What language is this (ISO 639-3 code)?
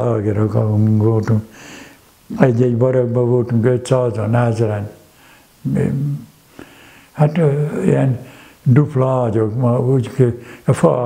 hun